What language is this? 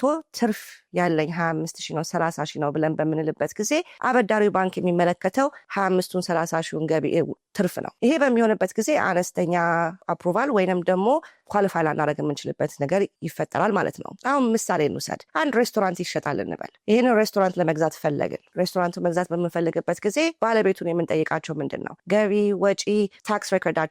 Amharic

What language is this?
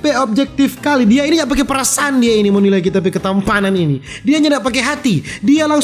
Manado Malay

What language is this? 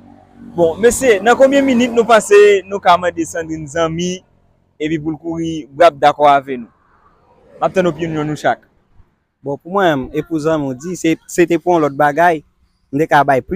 Haitian Creole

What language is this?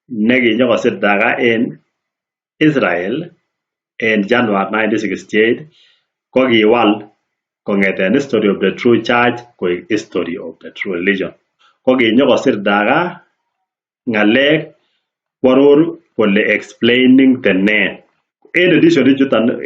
Kalenjin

